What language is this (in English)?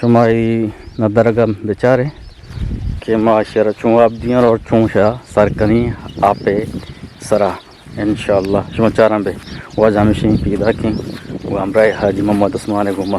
Eastern Balochi